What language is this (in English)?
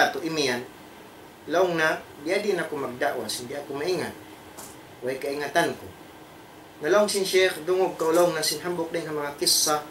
Tausug